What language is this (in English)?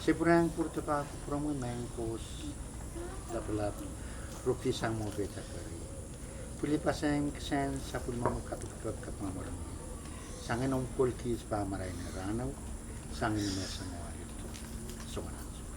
Pohnpeian